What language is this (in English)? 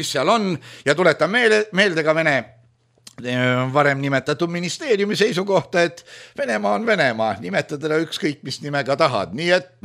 Estonian